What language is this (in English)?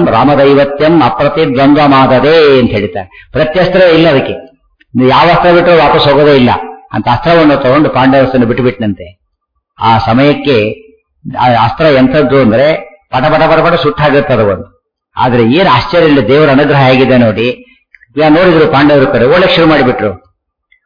Kannada